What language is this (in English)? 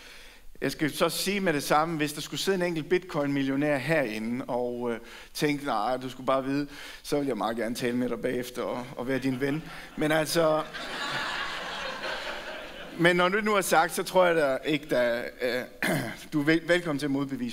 Danish